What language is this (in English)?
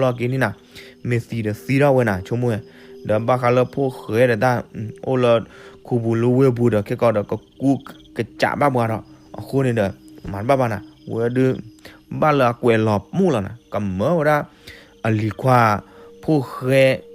S'gaw Karen